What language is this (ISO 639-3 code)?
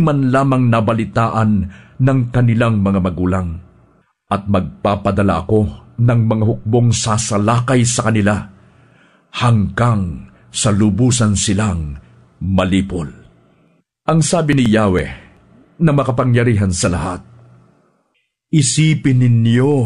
fil